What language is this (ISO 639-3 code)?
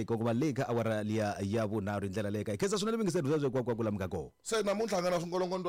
tso